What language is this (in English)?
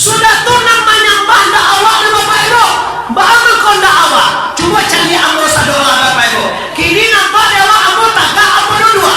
Minangkabau